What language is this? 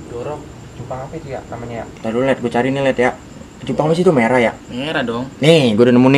Betawi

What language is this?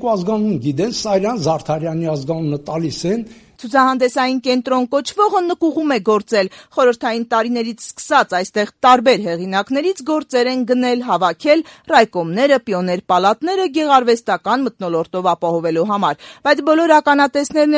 Armenian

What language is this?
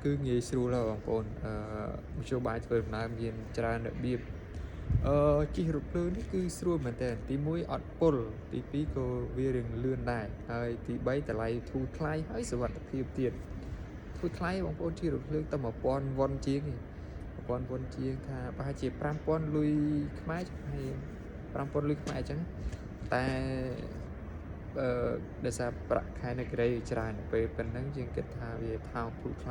Khmer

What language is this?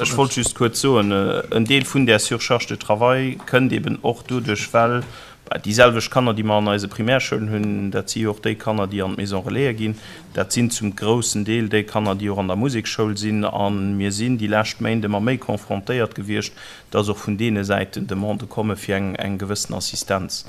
Luxembourgish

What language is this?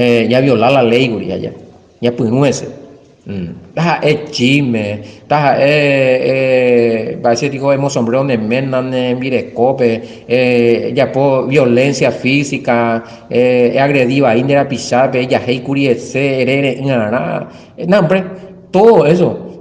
Guarani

